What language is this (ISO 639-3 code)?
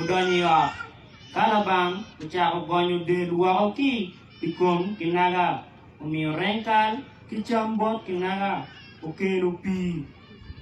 ach